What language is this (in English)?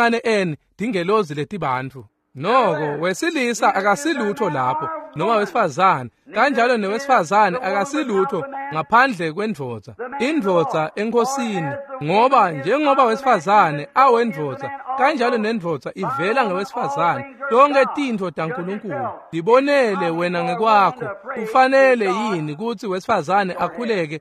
Swati